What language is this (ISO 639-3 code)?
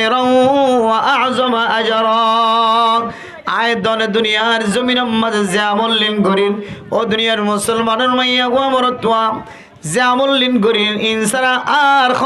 rhg